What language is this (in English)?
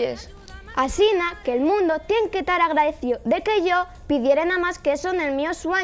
Asturian